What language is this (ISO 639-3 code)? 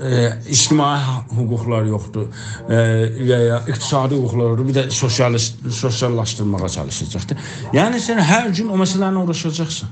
azb